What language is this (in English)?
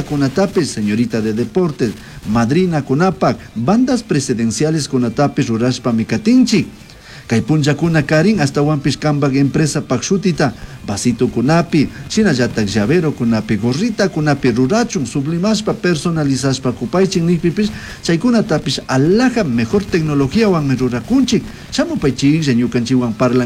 Chimborazo Highland Quichua